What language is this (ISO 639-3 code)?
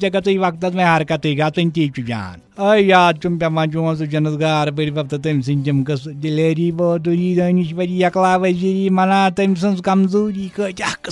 kas